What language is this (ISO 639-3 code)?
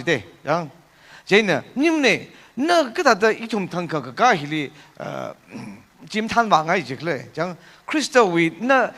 nmf